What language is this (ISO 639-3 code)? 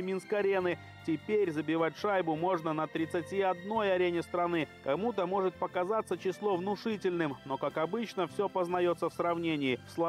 rus